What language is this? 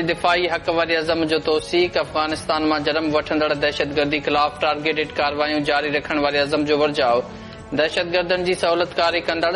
Sindhi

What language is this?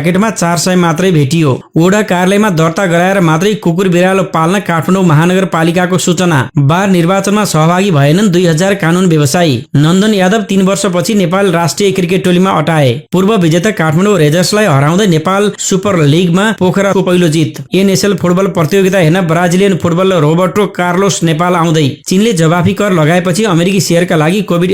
Nepali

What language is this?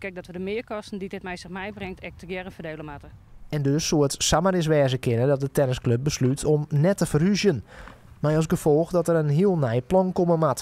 Western Frisian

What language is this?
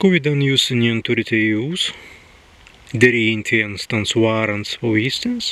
Prussian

